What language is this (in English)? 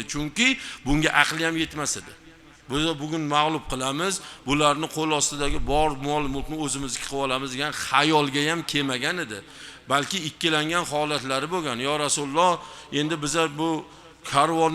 Uzbek